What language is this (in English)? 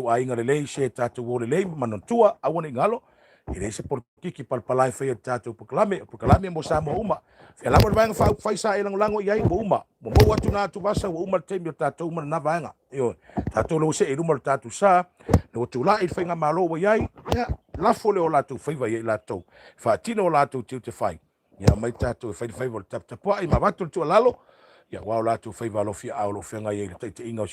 Samoan